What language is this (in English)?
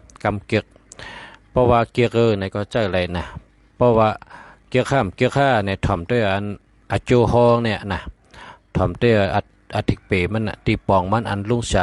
Shan